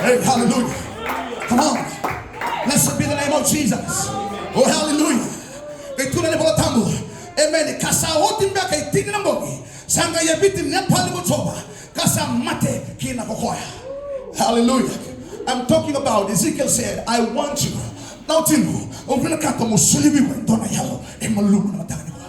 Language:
Fijian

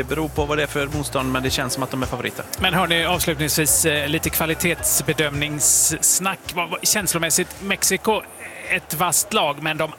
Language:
Swedish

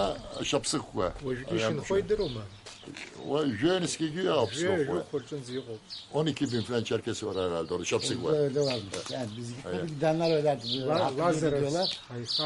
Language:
Abkhazian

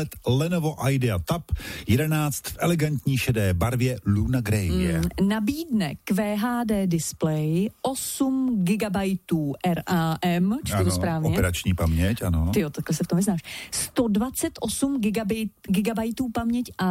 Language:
Czech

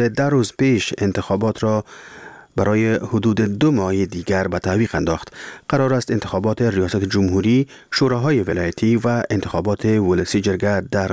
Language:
Persian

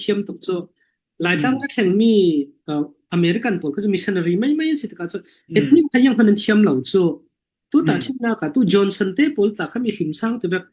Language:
Falam Chin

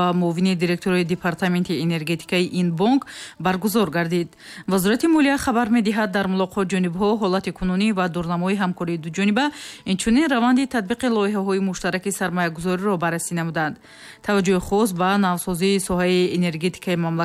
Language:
Tajik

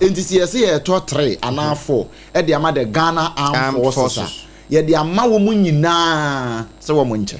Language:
Akan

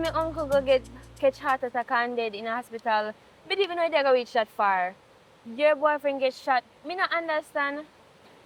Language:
Jamaican Creole English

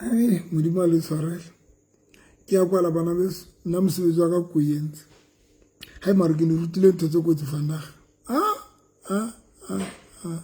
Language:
Southern Sotho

